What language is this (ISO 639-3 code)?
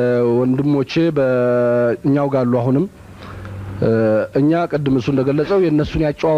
amh